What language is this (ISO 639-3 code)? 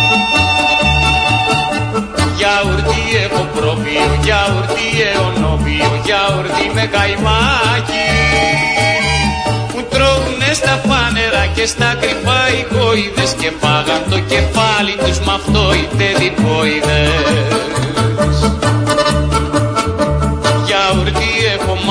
ell